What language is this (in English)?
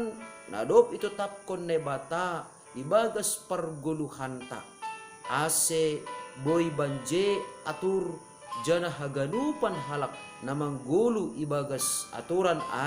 Batak Simalungun